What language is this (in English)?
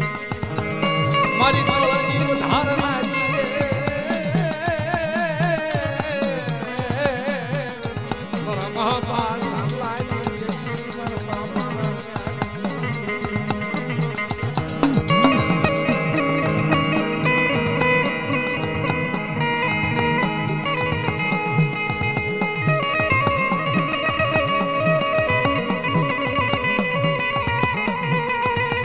Gujarati